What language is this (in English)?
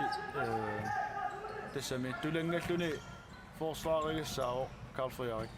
Kalaallisut